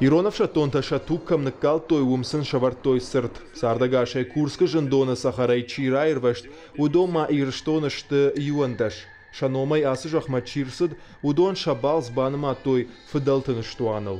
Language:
Ossetic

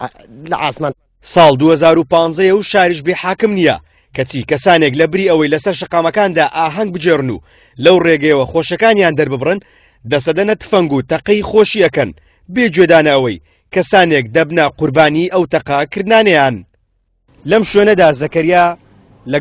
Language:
Central Kurdish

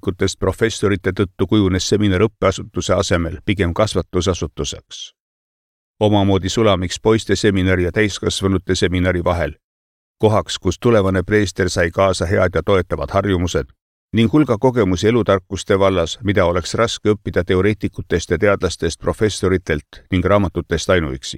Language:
Estonian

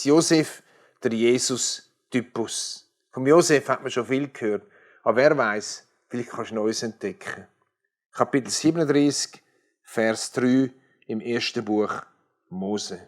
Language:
Swiss German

